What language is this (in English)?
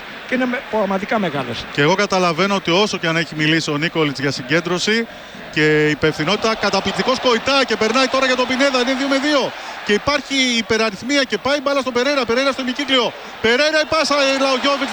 Greek